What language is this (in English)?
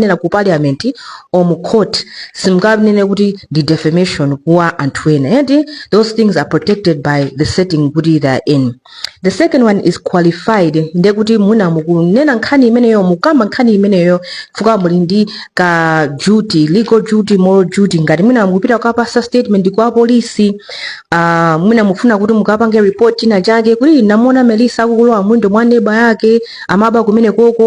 Nyanja